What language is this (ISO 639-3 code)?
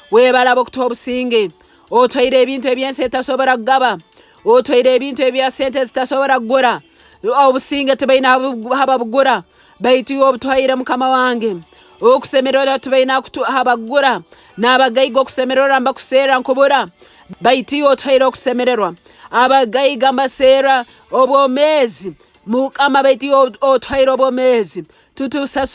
nyo